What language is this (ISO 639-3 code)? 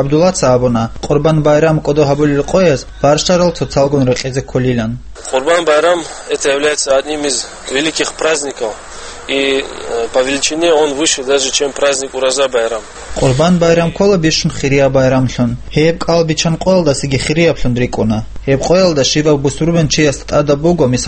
ava